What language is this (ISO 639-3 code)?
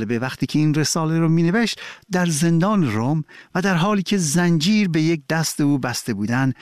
fas